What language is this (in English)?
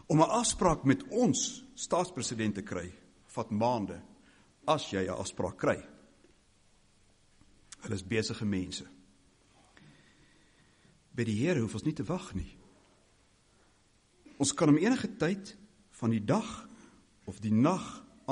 Afrikaans